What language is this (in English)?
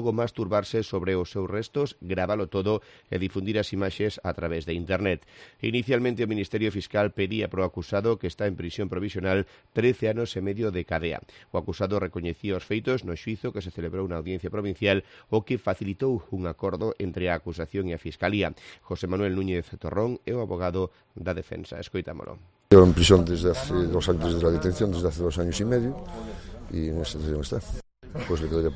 Galician